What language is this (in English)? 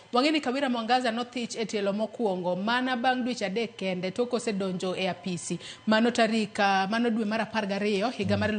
Luo (Kenya and Tanzania)